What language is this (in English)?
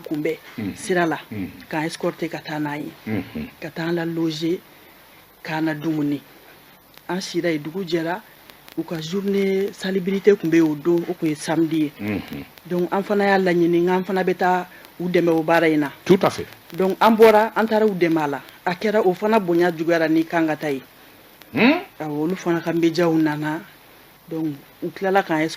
Bambara